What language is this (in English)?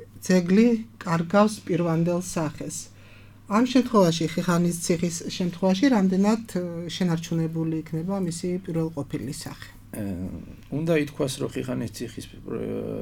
Georgian